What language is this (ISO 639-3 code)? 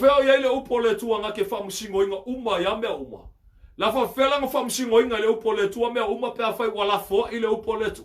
smo